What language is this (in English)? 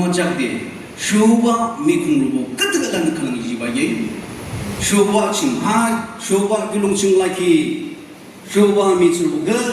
Naga Pidgin